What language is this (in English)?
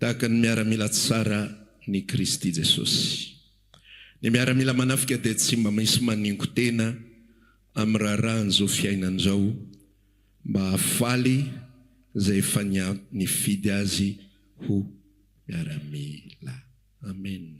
Malagasy